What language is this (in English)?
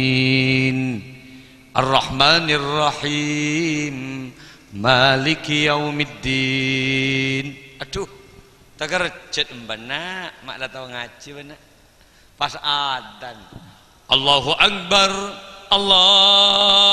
Madurese